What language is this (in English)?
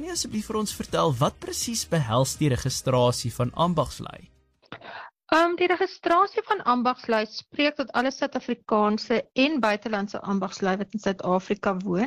Afrikaans